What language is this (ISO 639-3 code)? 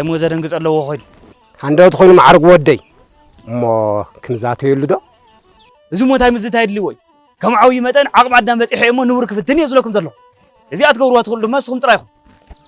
tir